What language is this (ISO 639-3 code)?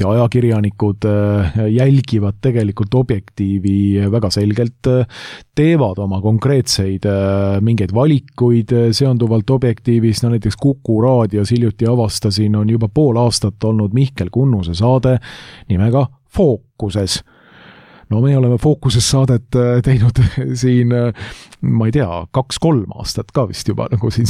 est